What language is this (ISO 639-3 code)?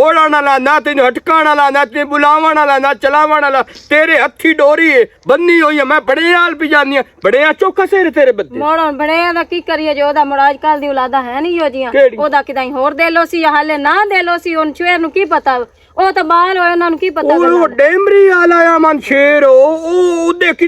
lah